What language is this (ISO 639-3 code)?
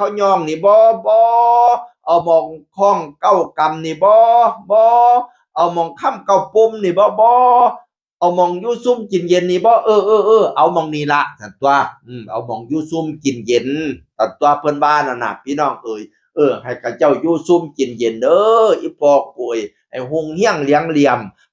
tts